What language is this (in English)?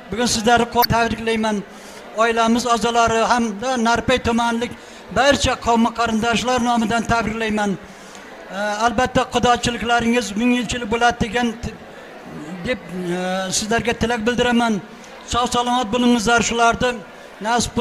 Uzbek